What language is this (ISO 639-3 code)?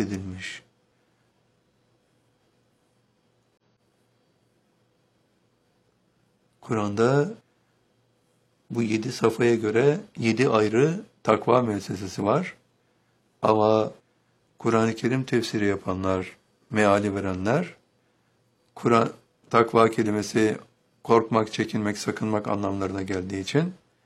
tur